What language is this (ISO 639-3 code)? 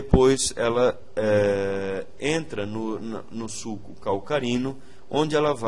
por